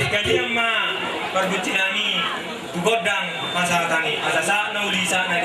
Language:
Batak Toba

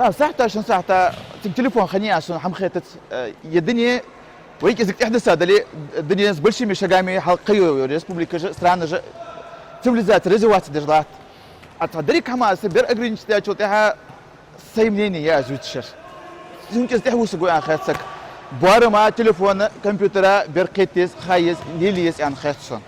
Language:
Ingush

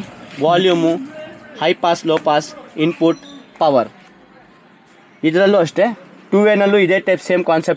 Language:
Kannada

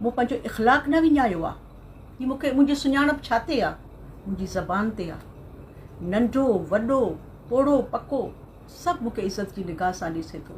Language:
Sindhi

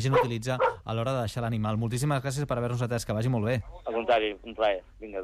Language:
Catalan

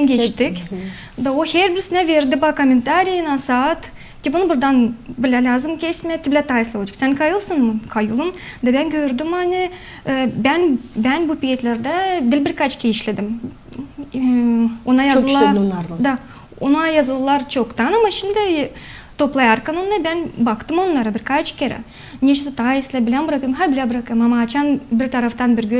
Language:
Gagauz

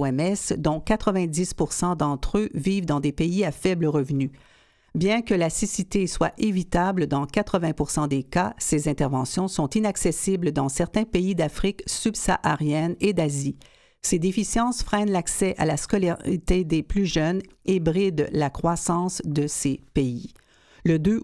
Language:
French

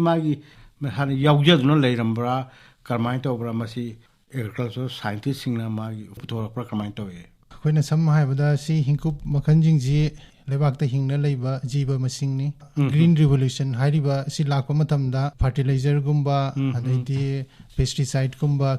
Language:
Manipuri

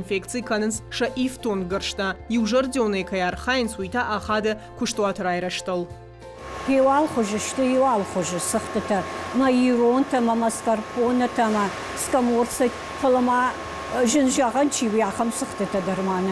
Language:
Ossetic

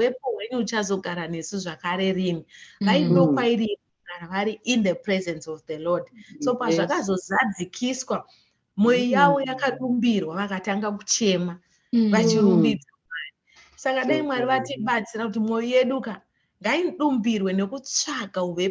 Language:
Shona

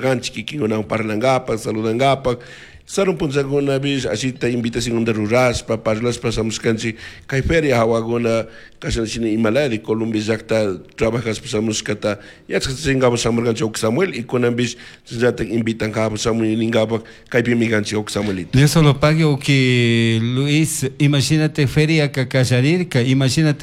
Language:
Chimborazo Highland Quichua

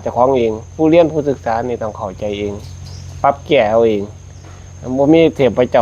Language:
Northeastern Thai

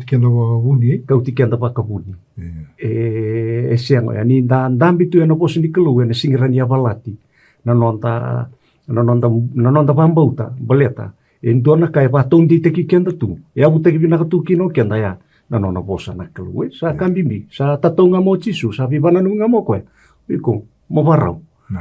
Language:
Fijian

